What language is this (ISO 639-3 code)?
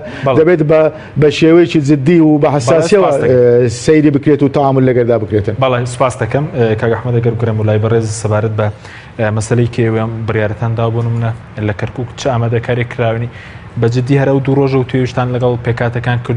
ckb